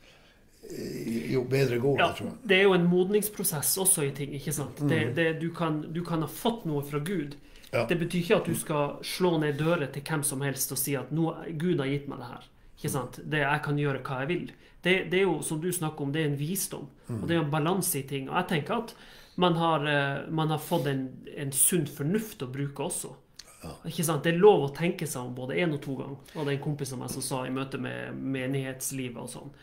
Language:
Norwegian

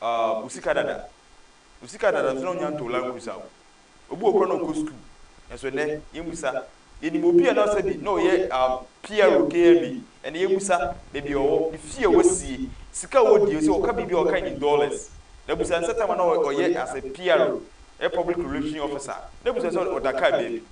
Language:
Akan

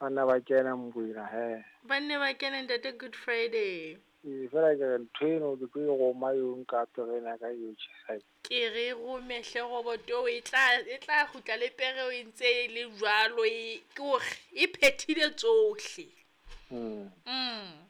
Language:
Southern Sotho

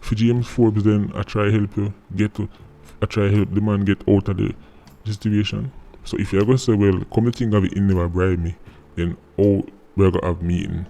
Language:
Jamaican Creole English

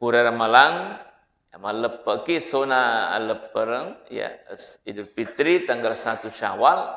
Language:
Buginese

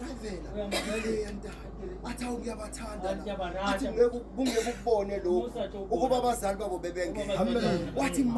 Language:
Zulu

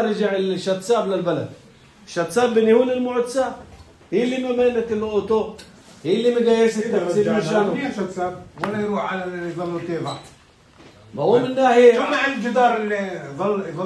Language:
North Levantine Arabic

